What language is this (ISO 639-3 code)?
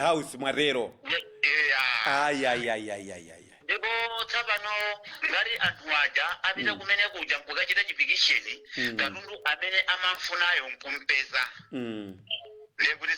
nya